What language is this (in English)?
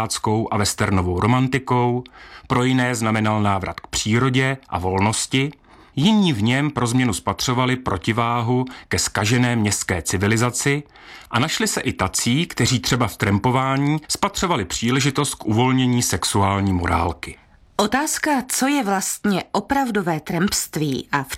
Czech